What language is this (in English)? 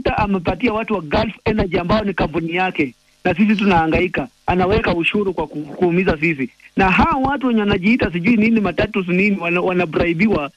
Swahili